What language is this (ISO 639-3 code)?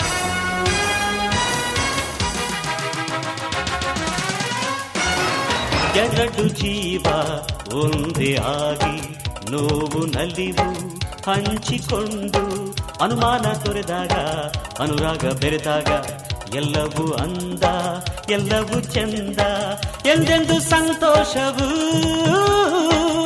kan